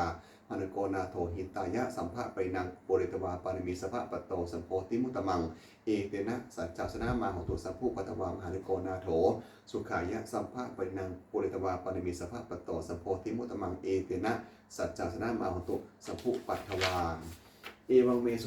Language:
Pali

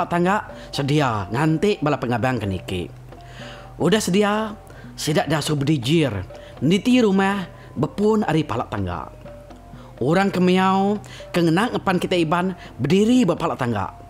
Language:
Iban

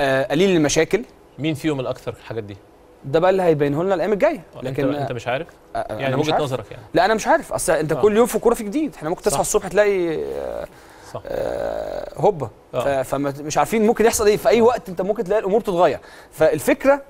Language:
Egyptian Arabic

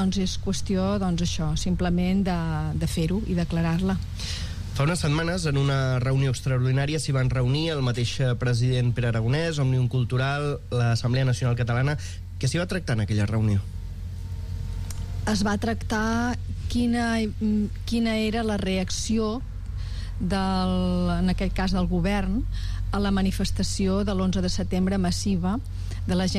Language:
Catalan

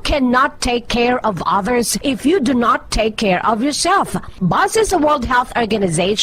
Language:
Hiligaynon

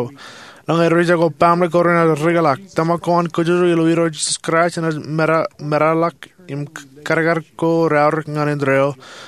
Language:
Marshallese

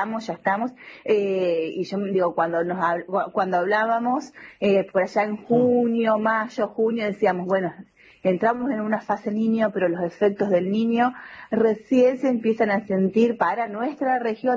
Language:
Spanish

